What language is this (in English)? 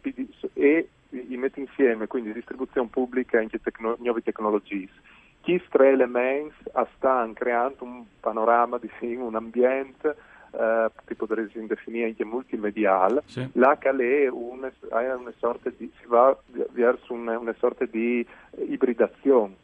Friulian